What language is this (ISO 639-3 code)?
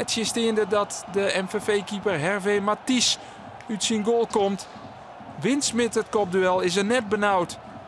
fry